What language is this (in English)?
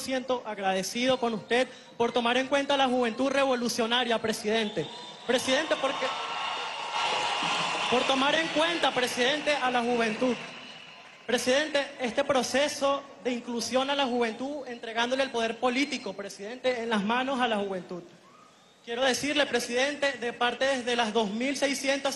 Spanish